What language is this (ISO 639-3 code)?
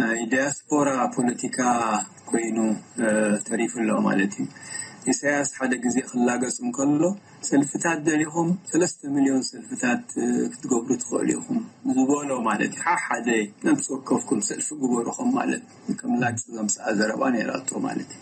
tir